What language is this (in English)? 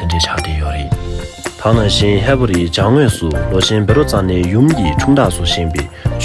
Tibetan